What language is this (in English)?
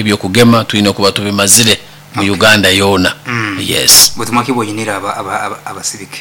Nyoro